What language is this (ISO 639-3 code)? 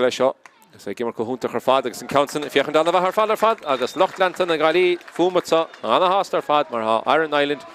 gle